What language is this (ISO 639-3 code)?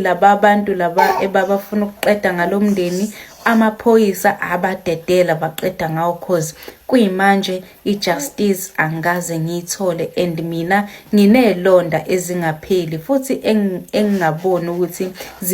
zul